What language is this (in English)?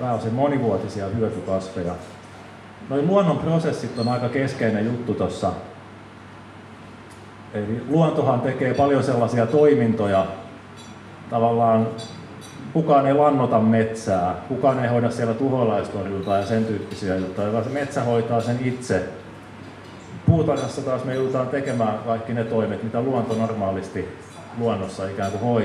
Finnish